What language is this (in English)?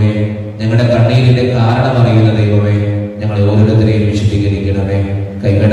Malayalam